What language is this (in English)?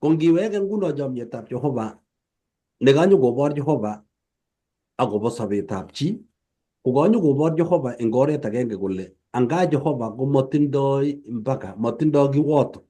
Kalenjin